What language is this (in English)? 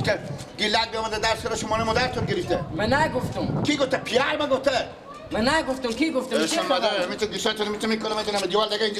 Persian